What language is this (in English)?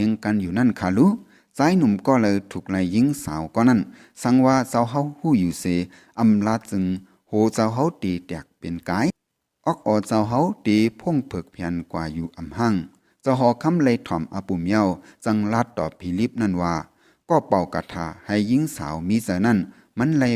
Shan